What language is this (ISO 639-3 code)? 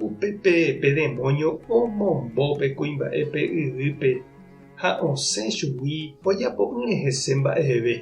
grn